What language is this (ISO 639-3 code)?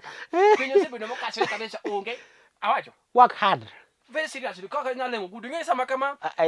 luo